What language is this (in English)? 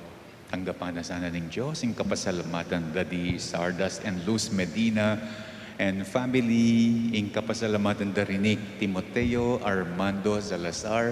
Pampanga